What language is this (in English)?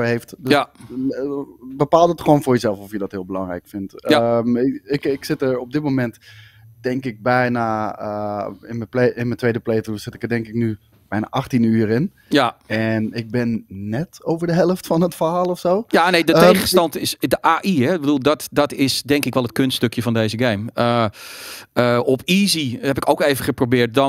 Dutch